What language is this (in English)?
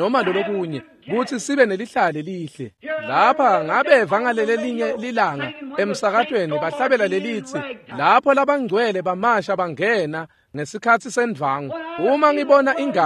Swati